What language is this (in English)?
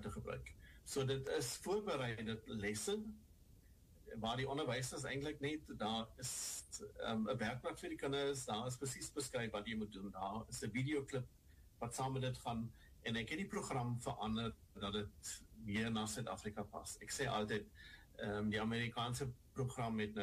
Afrikaans